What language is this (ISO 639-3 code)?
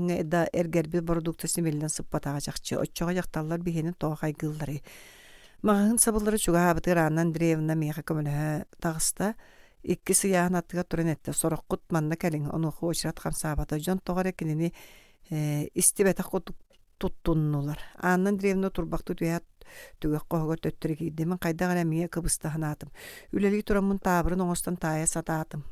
sah